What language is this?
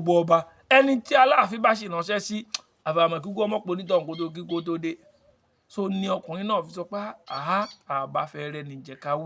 Yoruba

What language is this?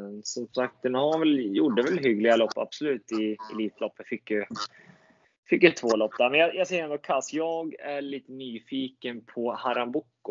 Swedish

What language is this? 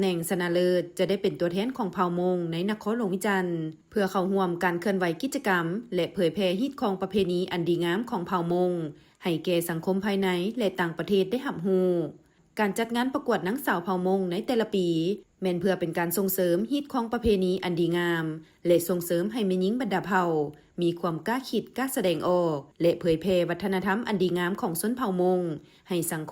Lao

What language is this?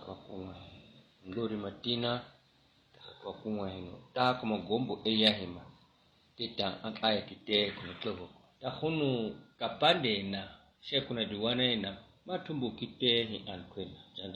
Swahili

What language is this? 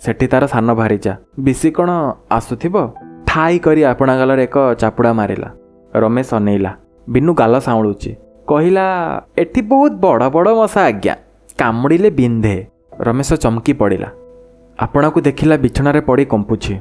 Odia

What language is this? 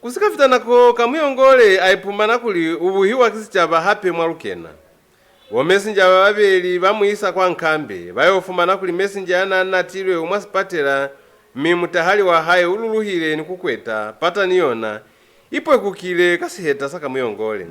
Lozi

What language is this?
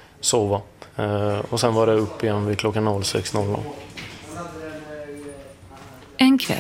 Swedish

